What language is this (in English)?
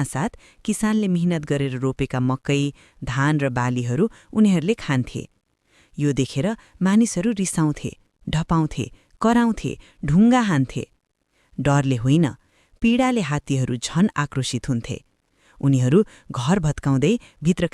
Nepali